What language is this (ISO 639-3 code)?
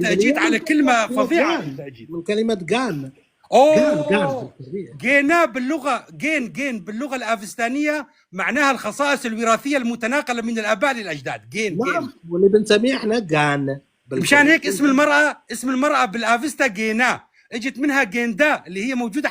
apc